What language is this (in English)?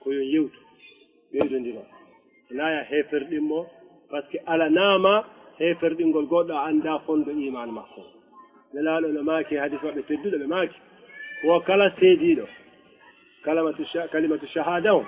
Fula